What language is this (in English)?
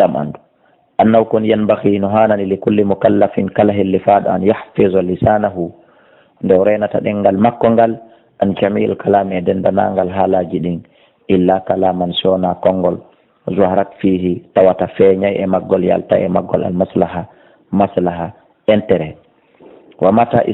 Fula